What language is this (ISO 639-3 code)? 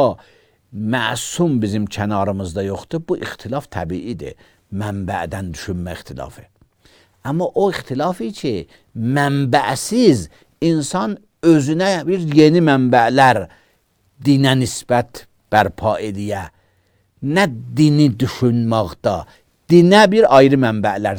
aze